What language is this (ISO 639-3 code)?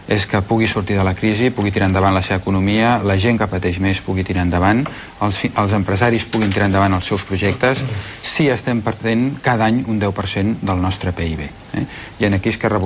cat